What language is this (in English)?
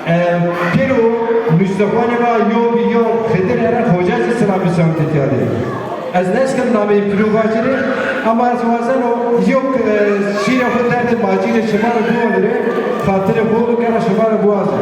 Zaza